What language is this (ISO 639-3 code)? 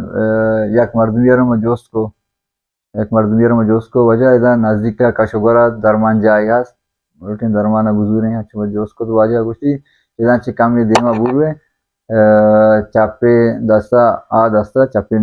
bal